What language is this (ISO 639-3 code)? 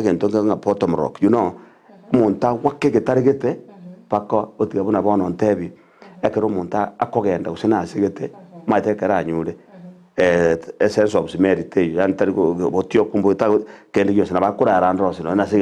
guz